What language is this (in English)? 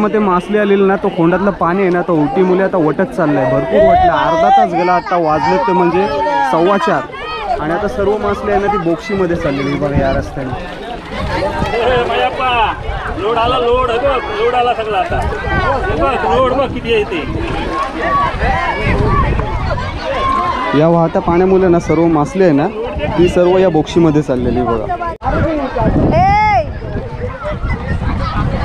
Marathi